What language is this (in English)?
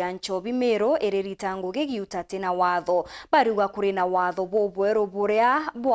Meru